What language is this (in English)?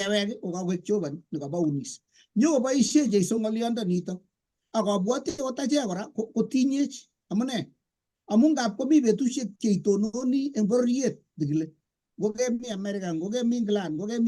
Kalenjin